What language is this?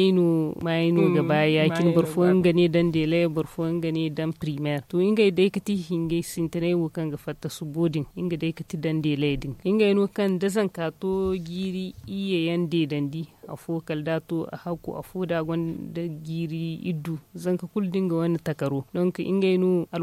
Zarma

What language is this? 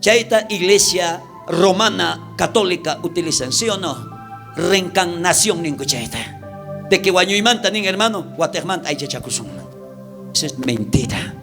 South Bolivian Quechua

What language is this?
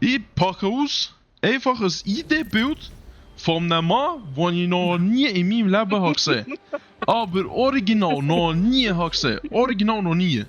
Swiss German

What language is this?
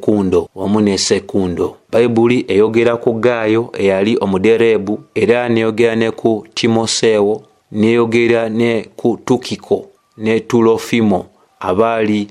Ganda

